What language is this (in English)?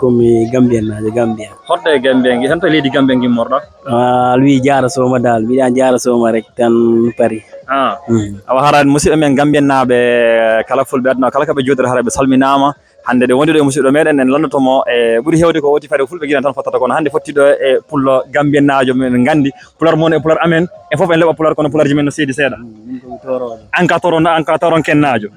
Fula